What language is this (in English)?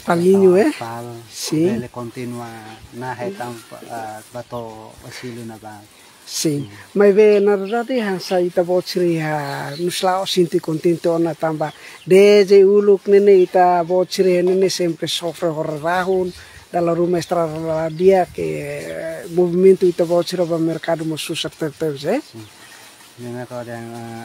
Tetum